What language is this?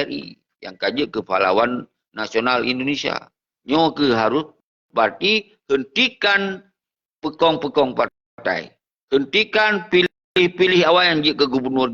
Achinese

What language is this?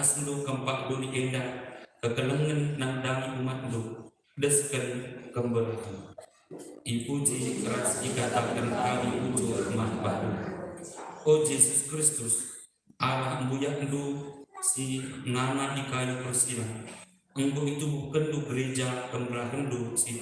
Batak Karo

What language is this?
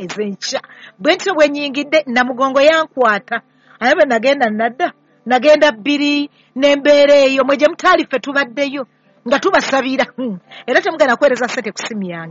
Ganda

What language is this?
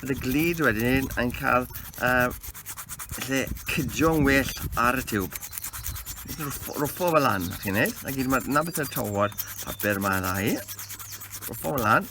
Welsh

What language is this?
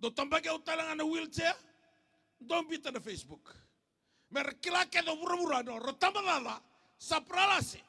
Fijian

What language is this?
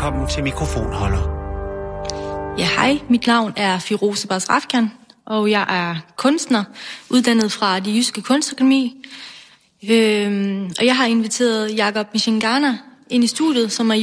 Danish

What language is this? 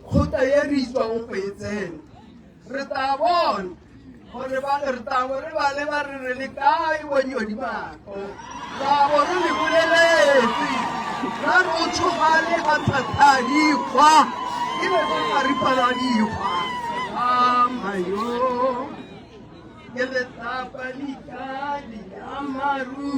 Tswana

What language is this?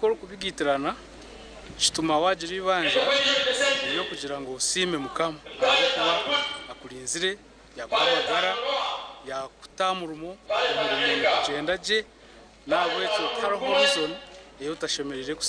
Nyankole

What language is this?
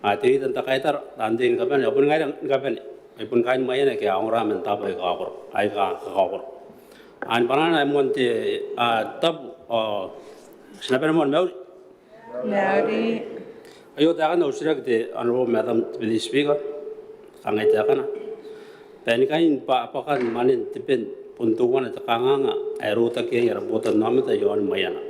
Gilbertese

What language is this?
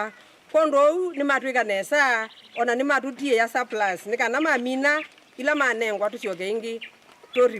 Kamba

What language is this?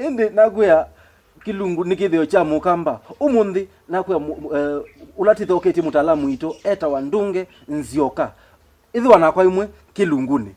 Kamba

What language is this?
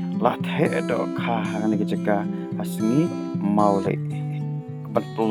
Khasi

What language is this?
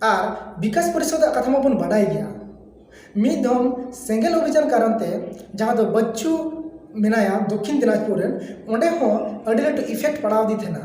Santali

